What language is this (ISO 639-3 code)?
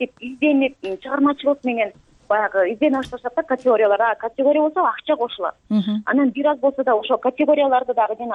kir